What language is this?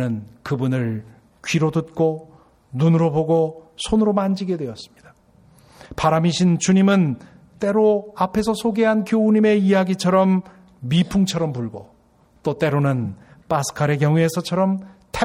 Korean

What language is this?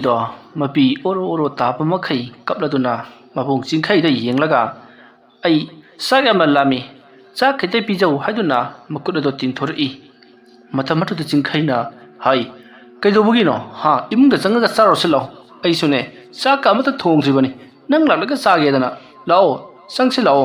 Manipuri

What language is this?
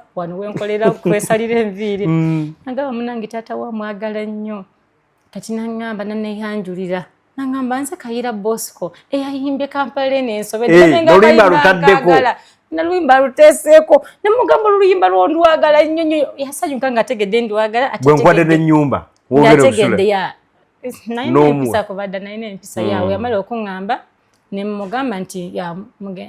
Ganda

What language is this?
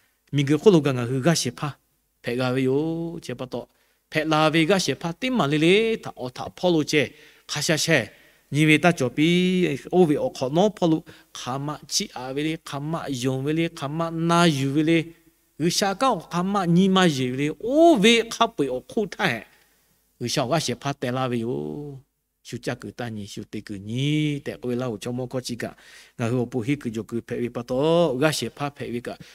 Lahu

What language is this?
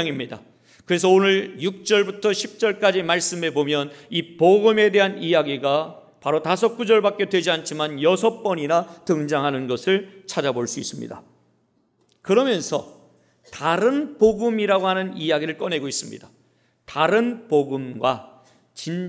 Korean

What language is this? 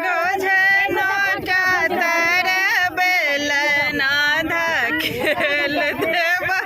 Maithili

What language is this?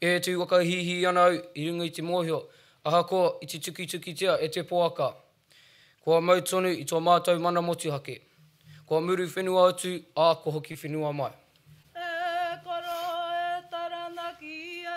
Māori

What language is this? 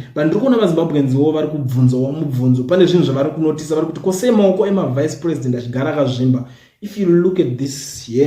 Shona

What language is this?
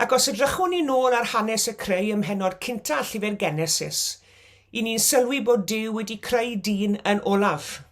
Welsh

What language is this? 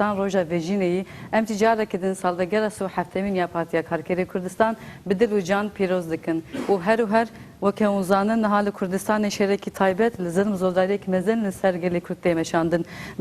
Kurdish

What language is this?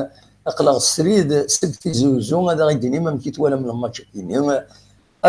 Kabyle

